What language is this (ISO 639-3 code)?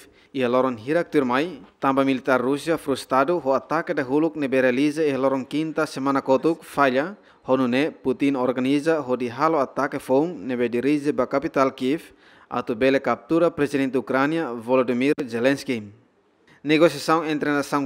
tet